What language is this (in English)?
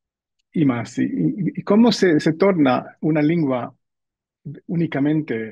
Ladino